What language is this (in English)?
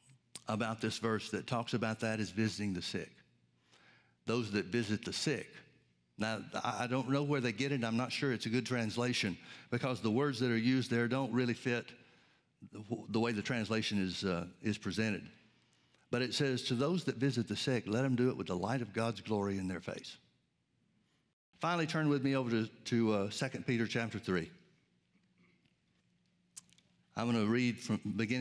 English